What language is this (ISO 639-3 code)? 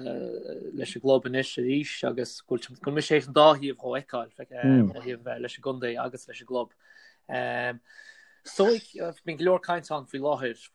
gle